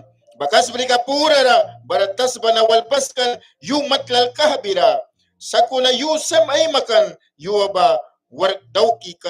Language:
Mískito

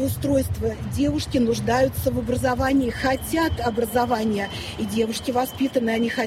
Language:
Russian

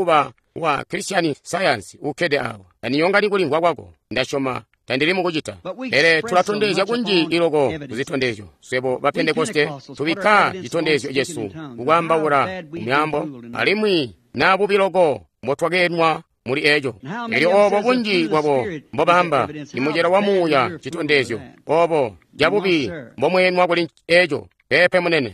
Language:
Tonga (Zambia)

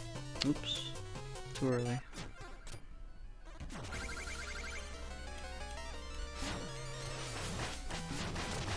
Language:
English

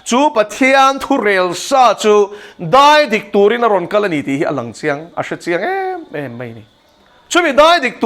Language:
Mizo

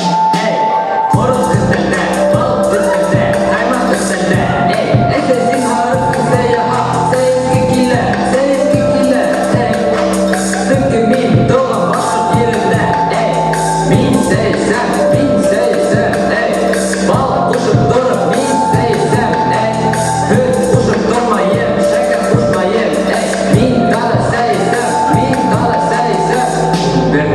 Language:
Bashkir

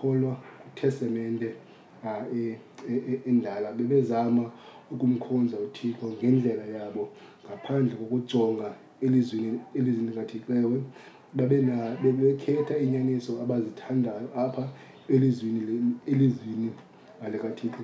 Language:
Xhosa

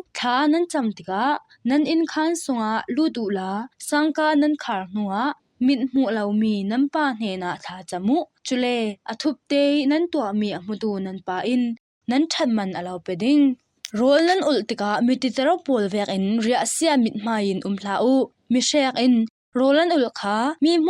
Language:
Falam Chin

